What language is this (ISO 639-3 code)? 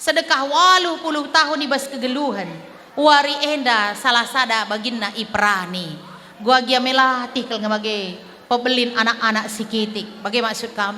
btx